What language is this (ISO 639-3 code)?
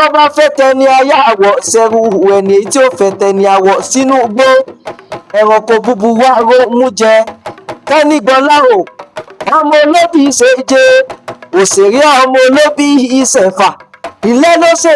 yor